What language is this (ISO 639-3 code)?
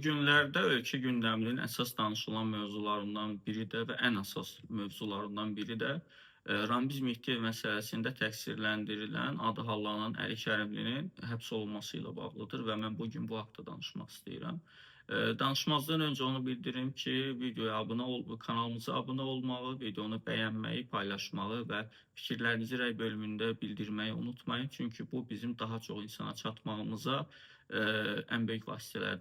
aze